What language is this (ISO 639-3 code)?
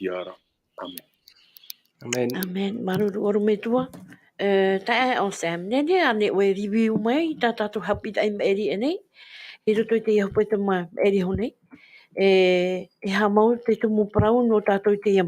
tah